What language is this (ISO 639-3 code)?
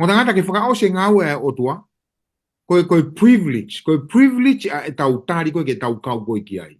ton